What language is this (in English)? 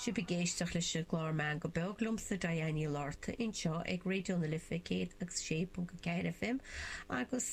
Irish